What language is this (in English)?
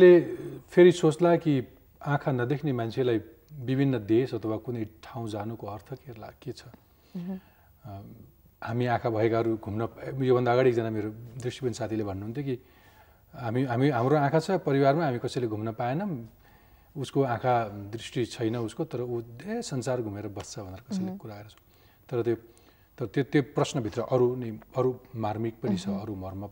Nepali